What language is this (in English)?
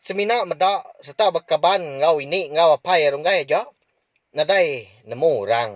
Iban